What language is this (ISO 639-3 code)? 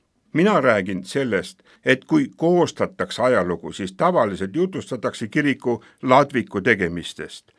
est